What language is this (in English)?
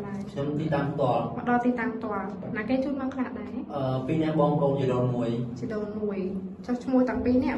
Khmer